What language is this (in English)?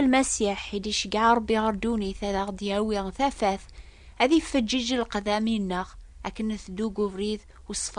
Kabyle